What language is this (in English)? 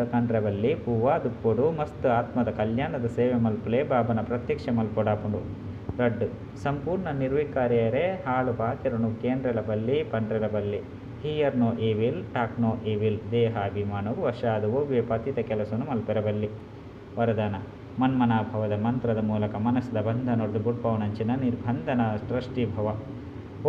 Tulu